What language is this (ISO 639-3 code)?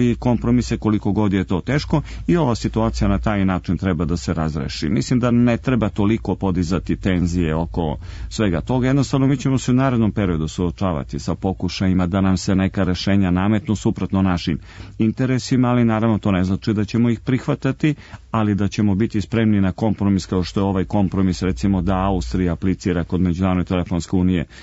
srp